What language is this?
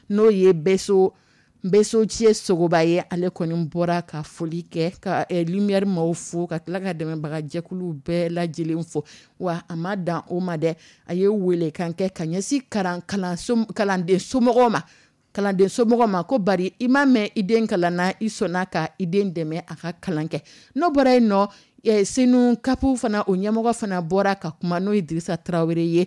Dyula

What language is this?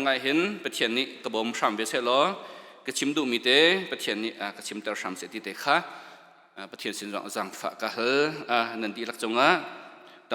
Hakha Chin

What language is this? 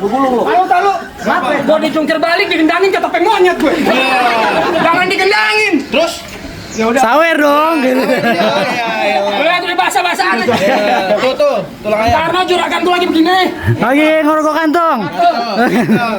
Betawi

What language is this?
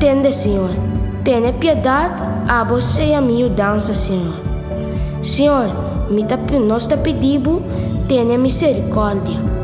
Papiamento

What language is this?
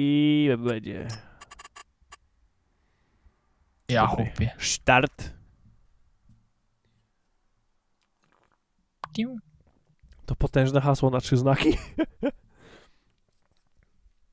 Polish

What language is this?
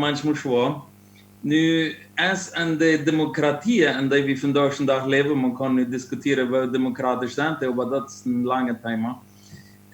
Plautdietsch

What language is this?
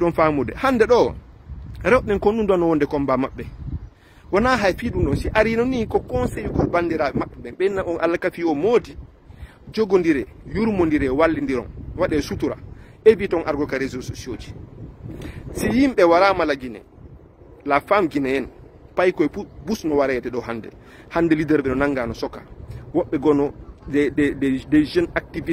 Fula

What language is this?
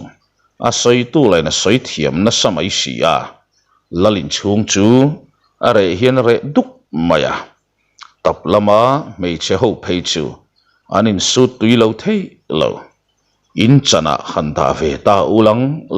Mizo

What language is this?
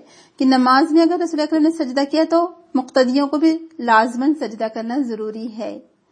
Urdu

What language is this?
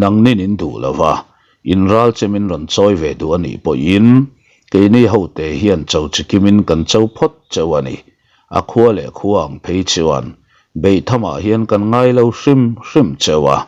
Mizo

